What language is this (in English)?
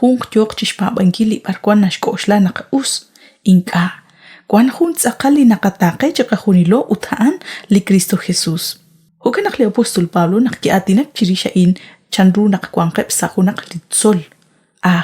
Kekchí